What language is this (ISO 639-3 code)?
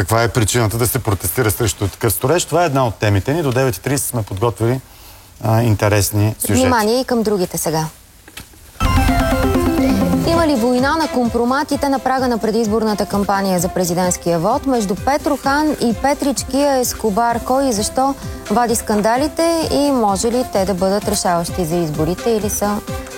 bul